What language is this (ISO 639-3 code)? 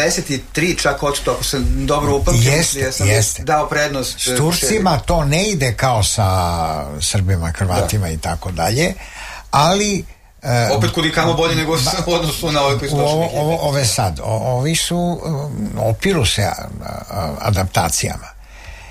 srp